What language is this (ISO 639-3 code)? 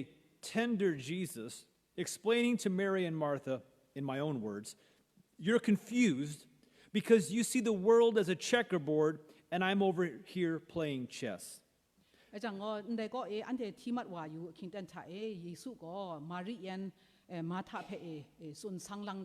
kac